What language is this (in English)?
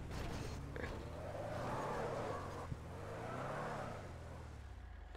Hindi